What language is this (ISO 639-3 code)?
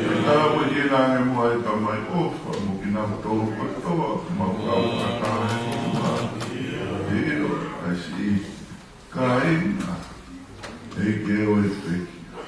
ton